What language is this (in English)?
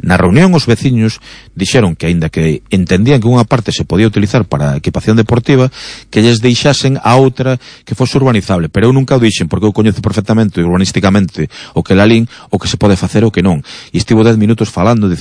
Galician